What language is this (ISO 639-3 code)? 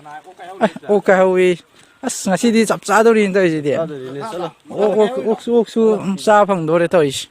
mni